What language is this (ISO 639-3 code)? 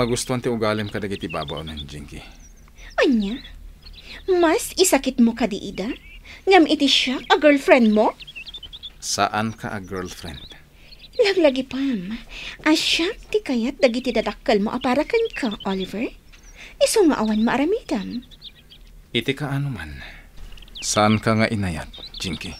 ilo